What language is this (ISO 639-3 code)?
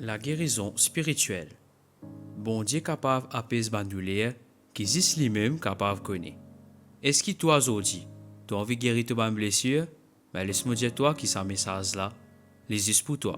mfe